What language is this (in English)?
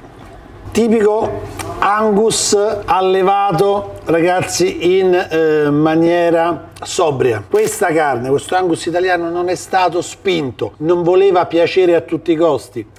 Italian